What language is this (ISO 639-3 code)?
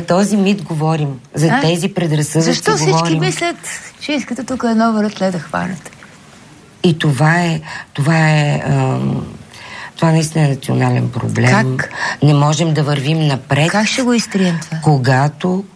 bul